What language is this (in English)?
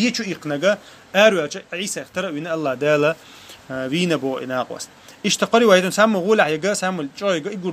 Chechen